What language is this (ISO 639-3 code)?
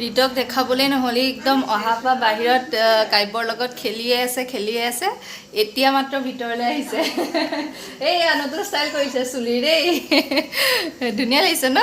asm